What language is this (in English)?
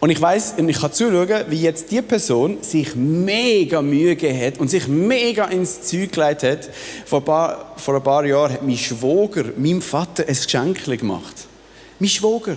Swiss German